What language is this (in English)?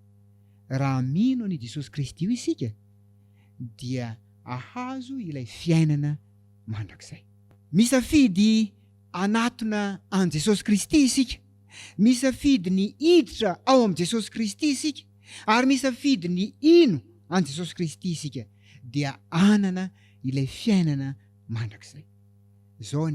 Malagasy